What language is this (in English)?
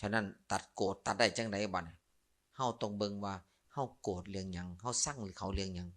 Lao